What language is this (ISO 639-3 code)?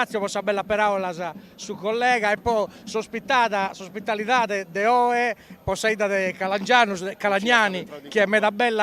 srd